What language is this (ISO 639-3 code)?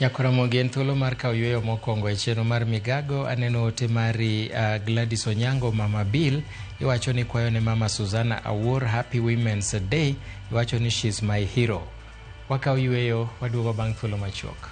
luo